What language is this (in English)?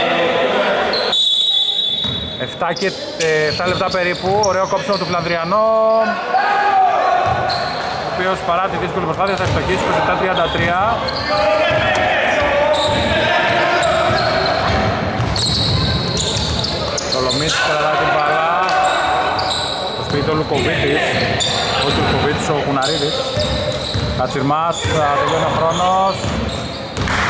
Greek